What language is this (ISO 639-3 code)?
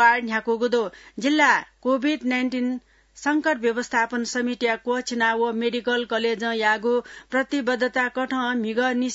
new